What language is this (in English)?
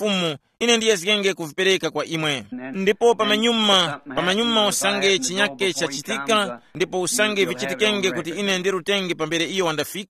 Tumbuka